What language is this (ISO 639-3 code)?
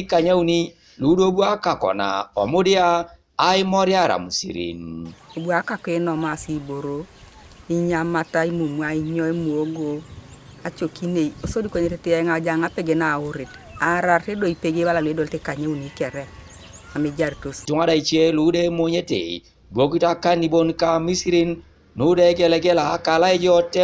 teo